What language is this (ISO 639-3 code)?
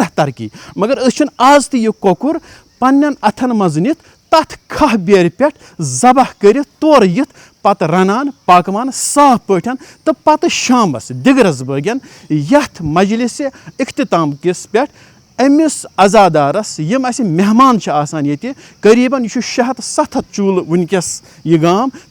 kas